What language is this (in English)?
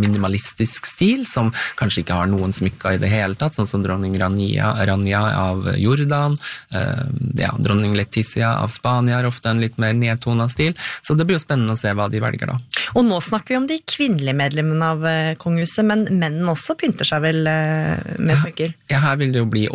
Norwegian